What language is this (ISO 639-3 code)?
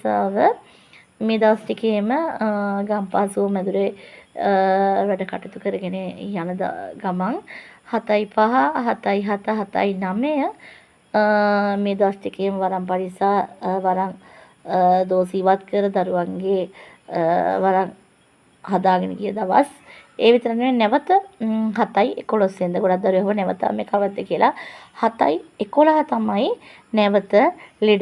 sin